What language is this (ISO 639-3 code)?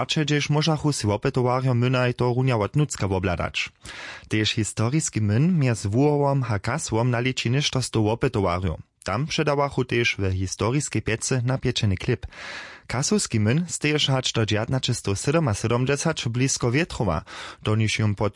hsb